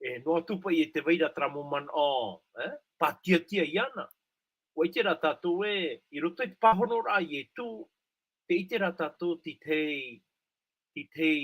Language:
Tahitian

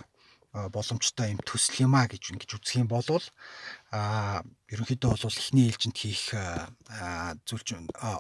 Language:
Mongolian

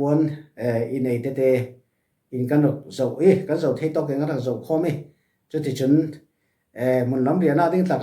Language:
Falam Chin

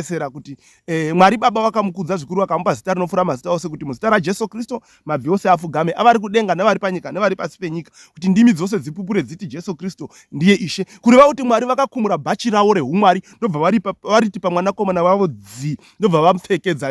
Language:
Shona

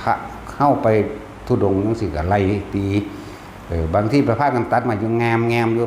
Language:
Northeastern Thai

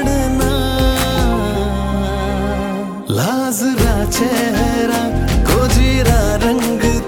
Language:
Marathi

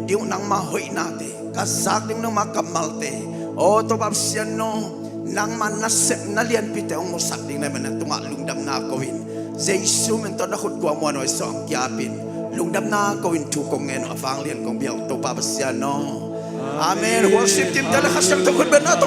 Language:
Tedim Chin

